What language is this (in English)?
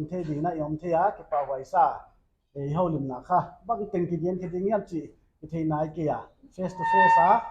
Paite Chin